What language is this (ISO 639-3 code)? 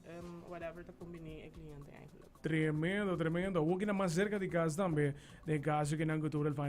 pap